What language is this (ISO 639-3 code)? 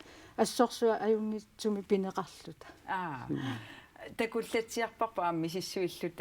kal